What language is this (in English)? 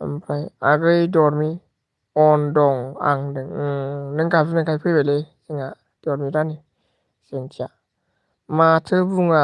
Bodo